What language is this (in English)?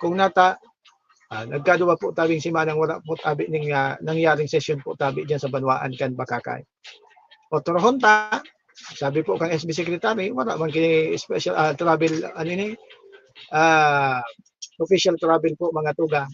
Bikol